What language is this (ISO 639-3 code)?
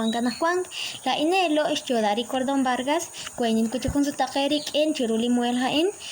kek